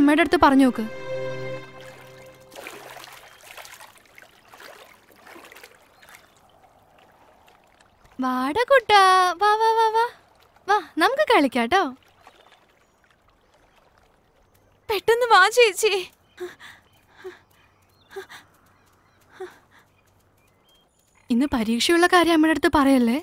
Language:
Malayalam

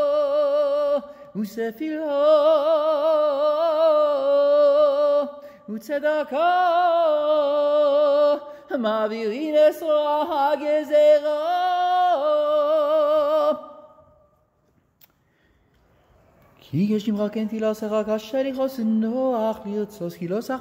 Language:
Hebrew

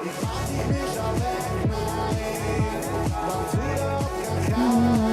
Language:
Yiddish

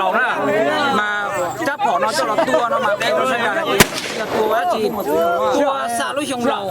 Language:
Hmong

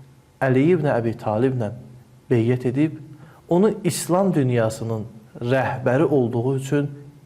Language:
Azerbaijani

